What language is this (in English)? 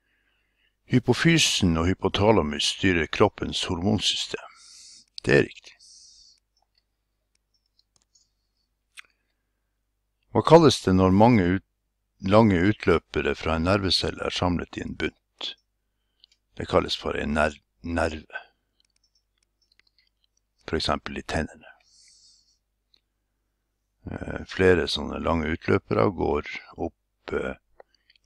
Norwegian